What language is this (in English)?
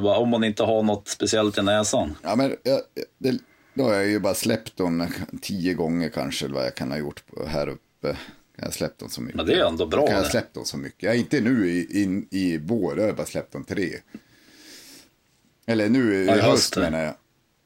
Swedish